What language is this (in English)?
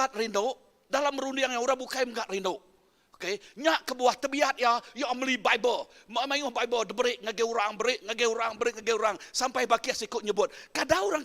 Iban